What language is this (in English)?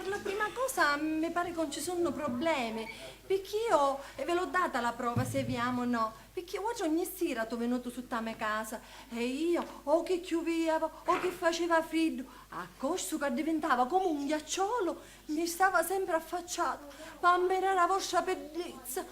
Sicilian